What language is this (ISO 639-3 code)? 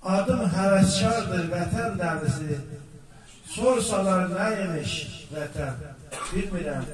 azb